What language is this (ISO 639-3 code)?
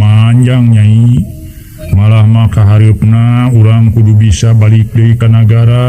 sun